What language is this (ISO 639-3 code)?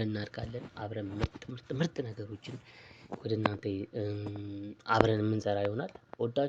amh